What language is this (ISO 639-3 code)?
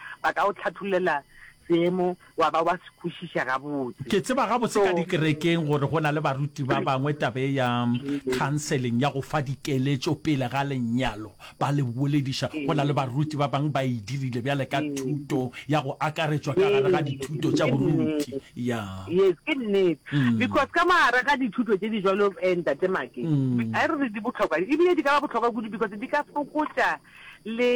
nso